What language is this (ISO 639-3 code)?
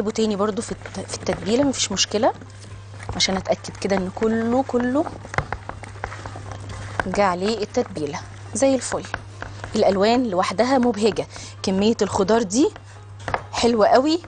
arz